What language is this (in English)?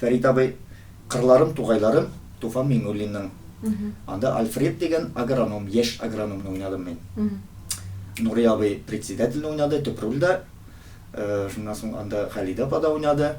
Tatar